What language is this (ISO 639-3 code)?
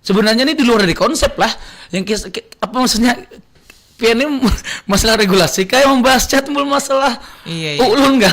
bjn